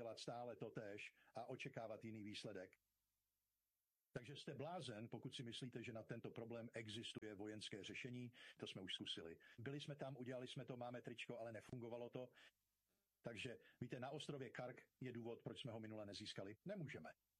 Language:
Czech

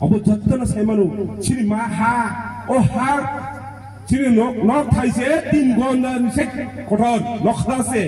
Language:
Kok Borok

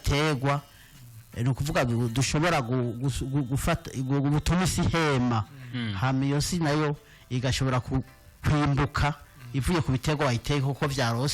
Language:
Rundi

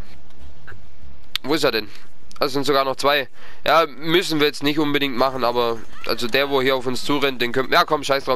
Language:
German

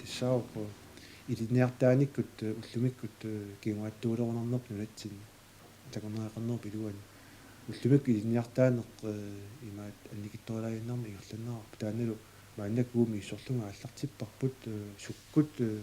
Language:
Kalaallisut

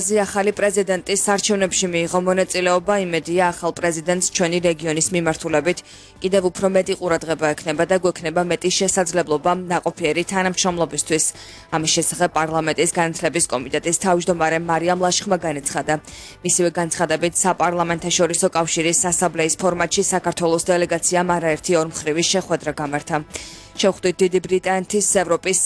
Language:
Georgian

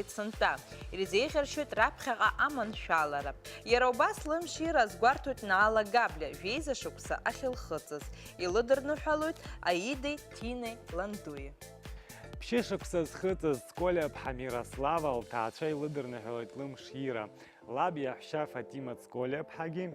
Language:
Abkhazian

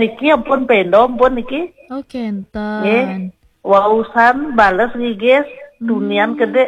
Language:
Balinese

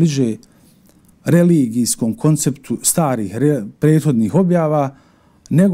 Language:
Bosnian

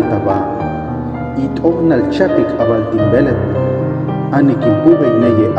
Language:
Huastec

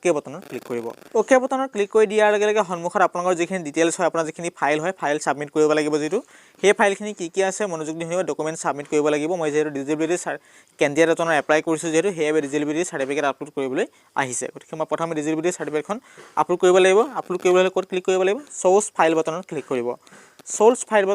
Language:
Assamese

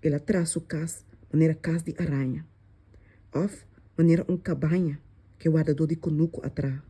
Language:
Papiamento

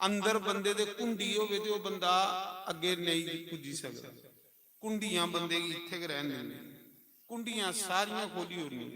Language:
Dogri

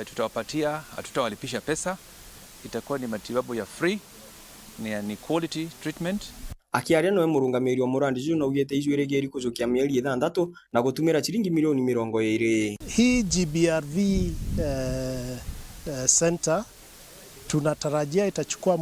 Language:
Meru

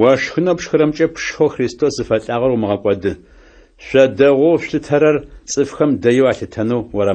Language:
Adyghe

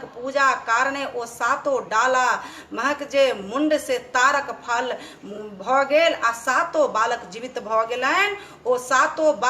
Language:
Maithili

